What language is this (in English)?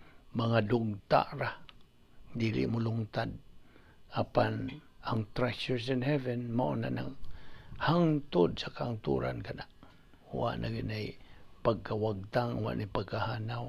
Cebuano